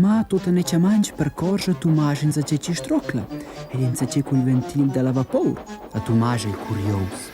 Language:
Romansh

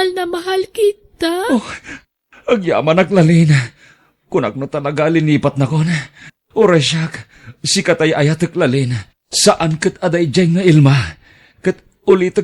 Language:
Iloko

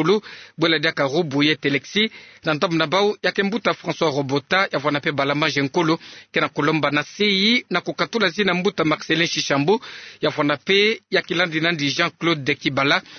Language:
Kituba (Democratic Republic of Congo)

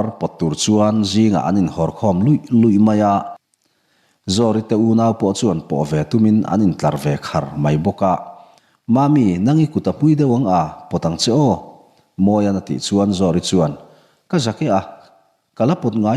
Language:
Mizo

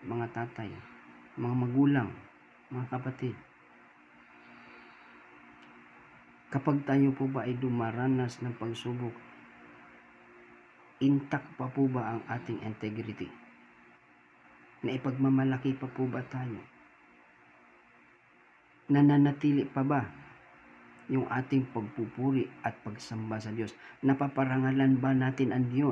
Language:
Filipino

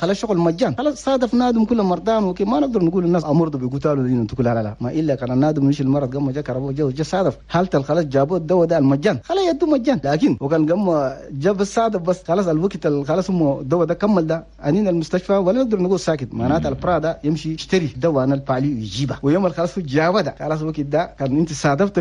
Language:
Chadian Arabic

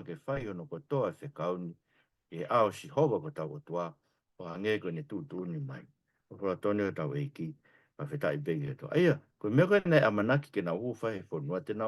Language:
Tongan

